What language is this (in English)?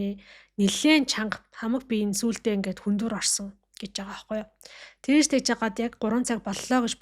Mongolian